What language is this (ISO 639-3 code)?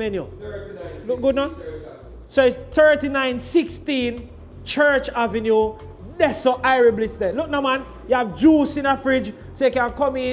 jam